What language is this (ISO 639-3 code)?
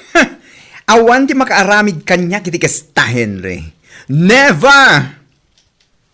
ilo